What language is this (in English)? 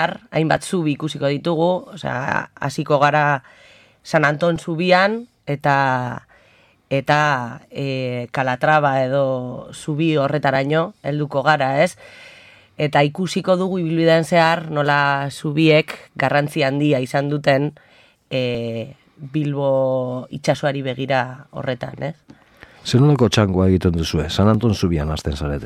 Basque